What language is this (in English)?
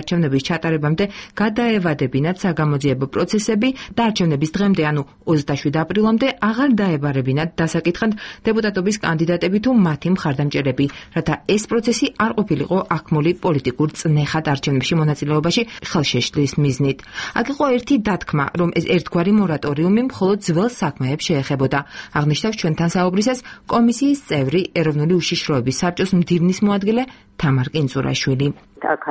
Georgian